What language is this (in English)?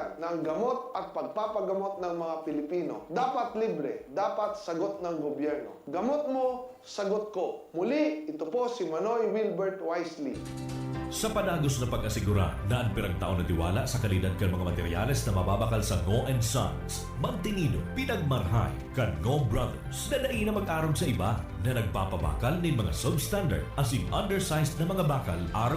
Bikol